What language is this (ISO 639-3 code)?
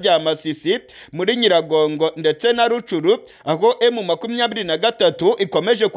kin